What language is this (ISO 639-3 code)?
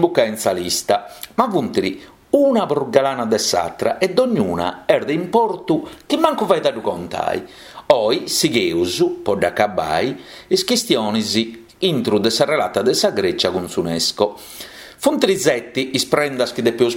srd